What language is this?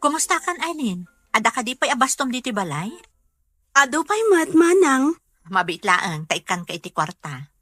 Iloko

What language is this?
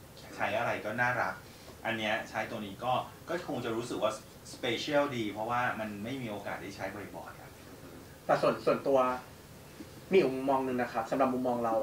Thai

